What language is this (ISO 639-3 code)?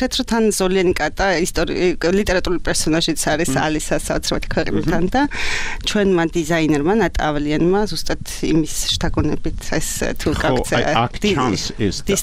kat